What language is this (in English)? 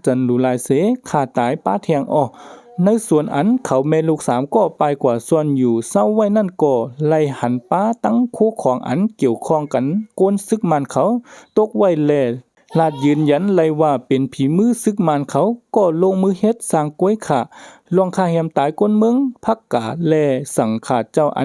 Shan